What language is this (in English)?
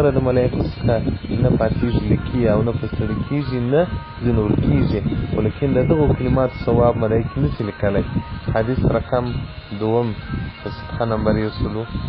Pashto